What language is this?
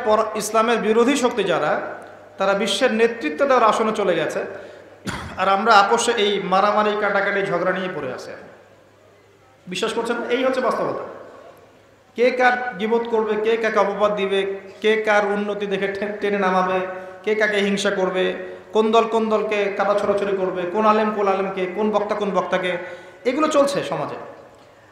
Bangla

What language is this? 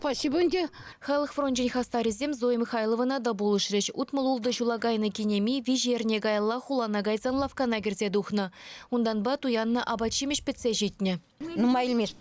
Chuvash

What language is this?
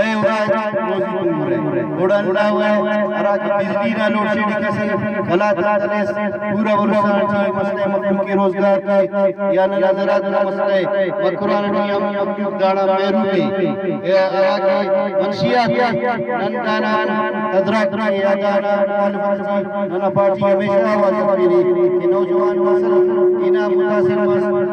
Brahui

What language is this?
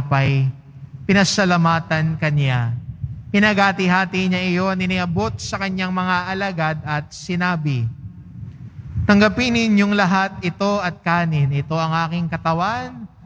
Filipino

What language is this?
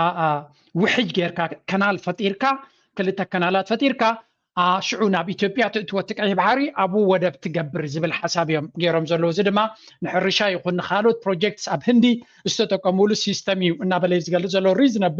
Tigrinya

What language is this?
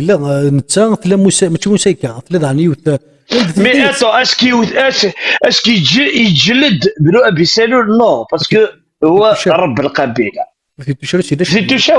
Kabyle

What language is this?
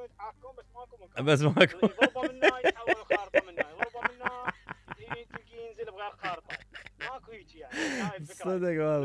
Mesopotamian Arabic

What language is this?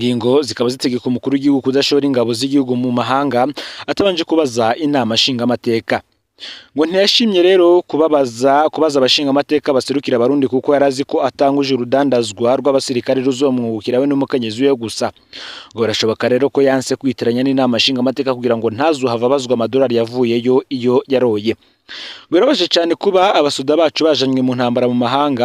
Rundi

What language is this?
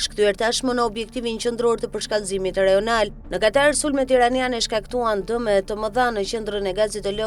Albanian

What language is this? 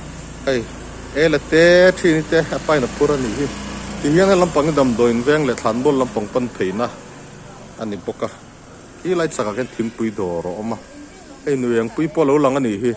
Mizo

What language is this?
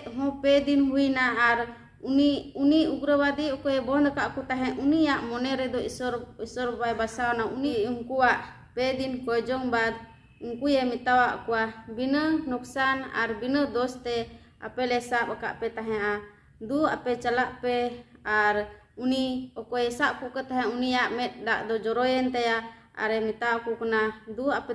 Santali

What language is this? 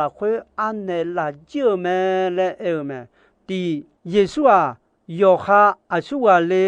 Akha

